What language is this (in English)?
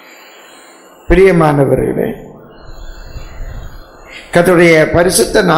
Tamil